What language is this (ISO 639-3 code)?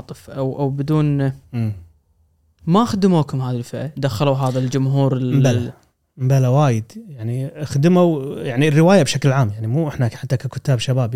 afb